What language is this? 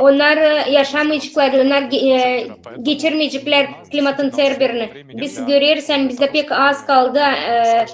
Gagauz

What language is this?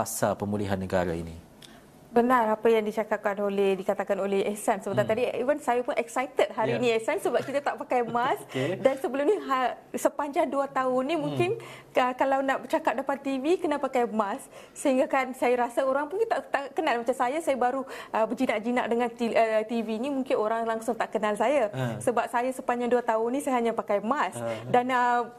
Malay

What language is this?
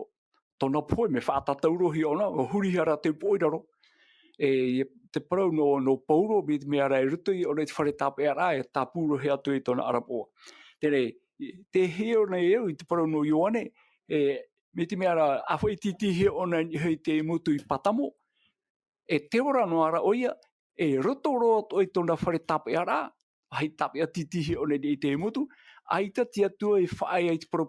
Tahitian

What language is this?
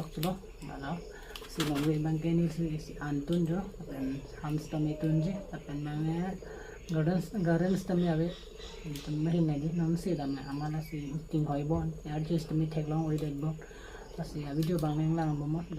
Karbi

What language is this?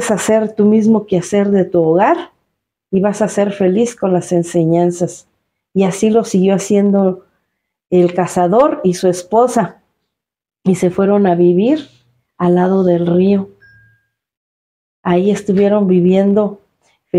Spanish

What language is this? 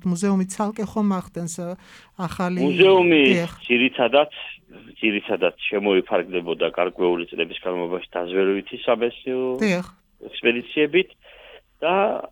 Georgian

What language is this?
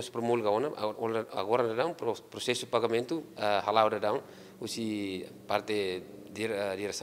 Tetum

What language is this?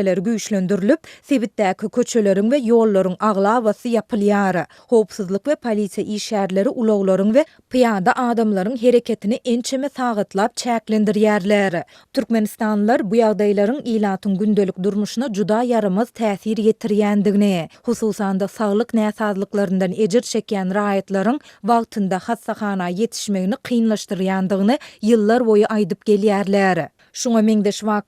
Turkmen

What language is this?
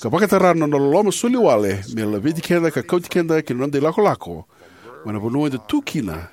Fijian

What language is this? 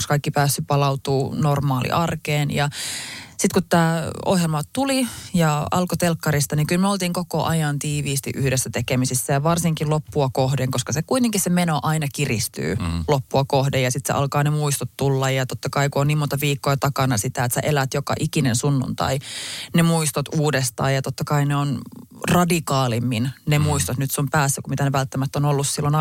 Finnish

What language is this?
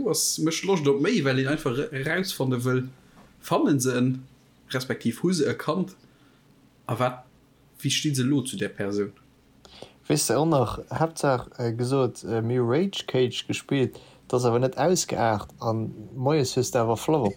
Luxembourgish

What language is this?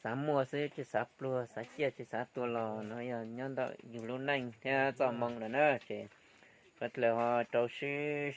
Hmong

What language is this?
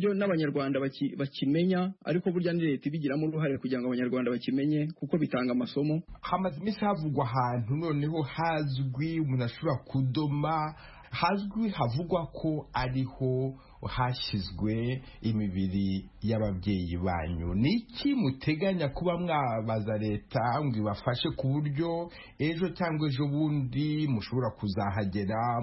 Kinyarwanda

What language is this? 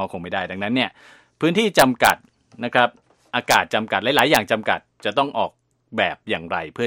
Thai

